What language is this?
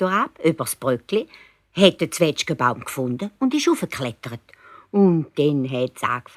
Swiss German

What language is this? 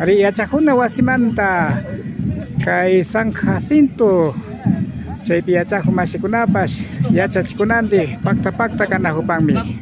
Imbabura Highland Quichua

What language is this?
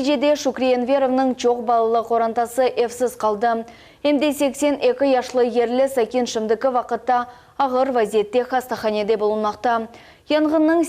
Crimean Tatar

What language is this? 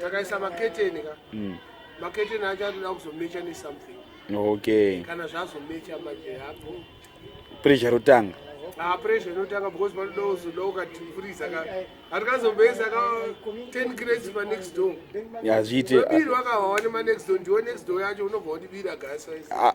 Shona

